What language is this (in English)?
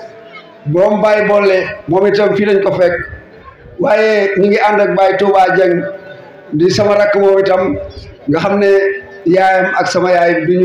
Wolof